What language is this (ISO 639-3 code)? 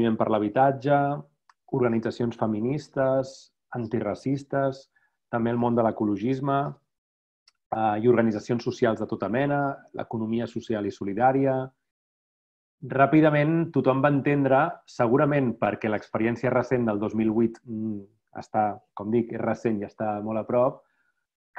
cat